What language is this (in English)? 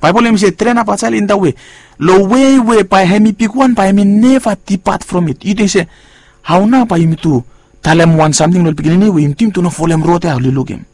Bislama